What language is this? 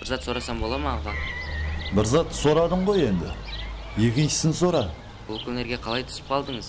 Kara-Kalpak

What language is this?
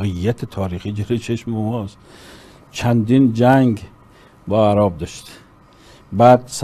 Persian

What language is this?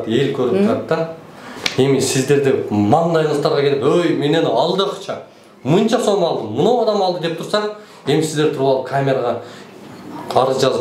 Kyrgyz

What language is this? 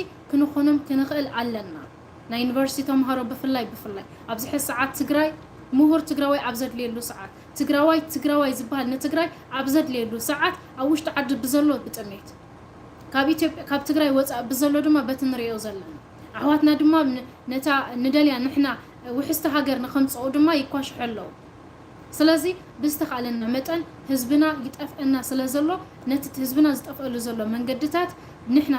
Tigrinya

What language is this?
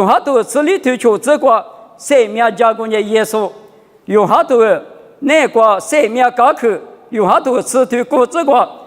Lisu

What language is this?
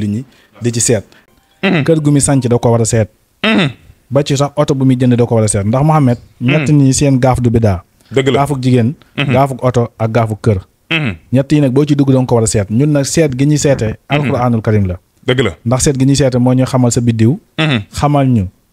Wolof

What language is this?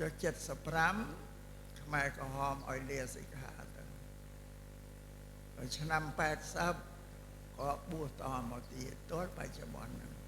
Khmer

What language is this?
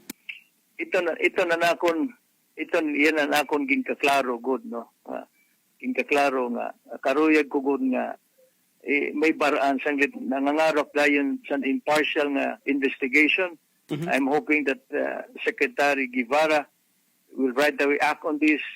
Waray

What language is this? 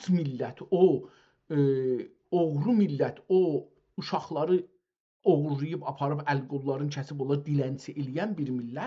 South Azerbaijani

